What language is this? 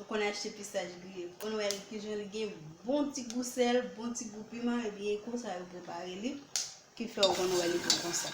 Haitian Creole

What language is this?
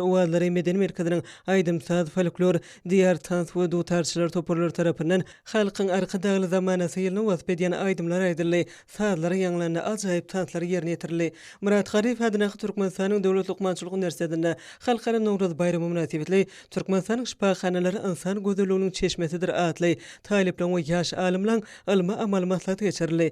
Turkmen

